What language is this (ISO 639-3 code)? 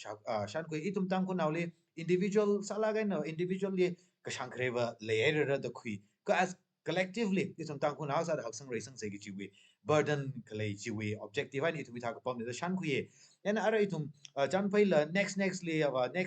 nmf